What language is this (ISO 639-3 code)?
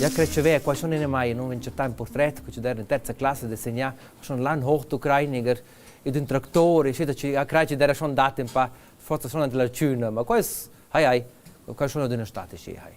roh